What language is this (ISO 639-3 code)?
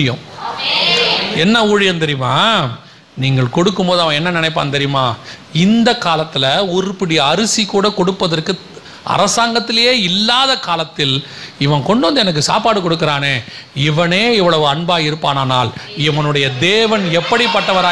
tam